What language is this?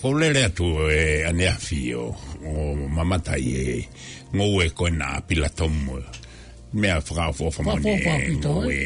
Tongan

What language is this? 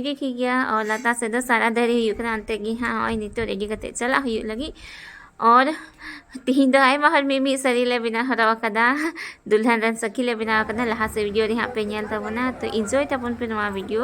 Santali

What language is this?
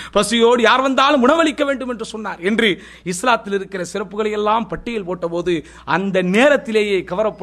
Tamil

